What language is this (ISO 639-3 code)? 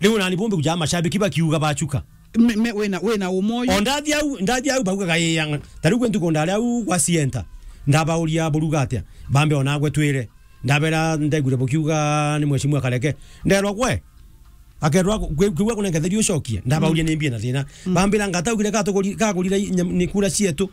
mer